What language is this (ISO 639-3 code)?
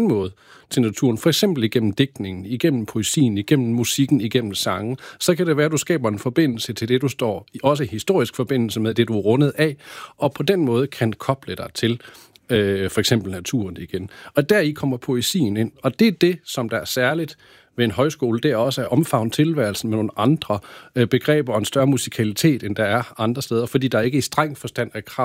dan